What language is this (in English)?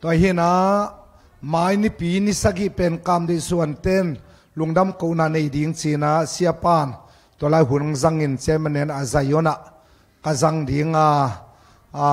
Tedim Chin